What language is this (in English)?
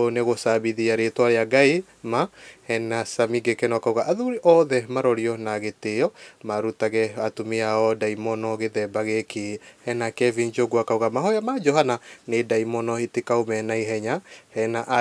Kikuyu